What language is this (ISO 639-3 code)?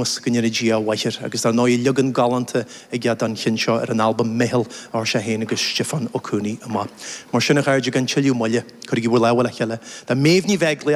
gle